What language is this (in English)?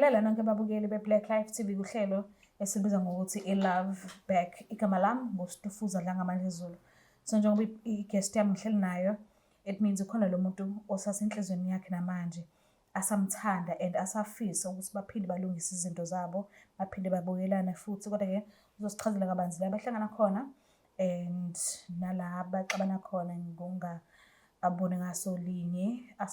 Zulu